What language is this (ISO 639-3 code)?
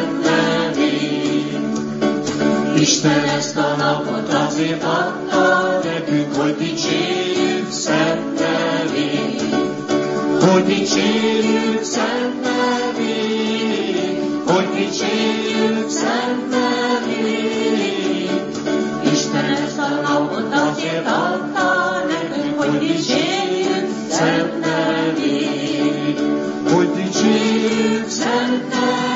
hun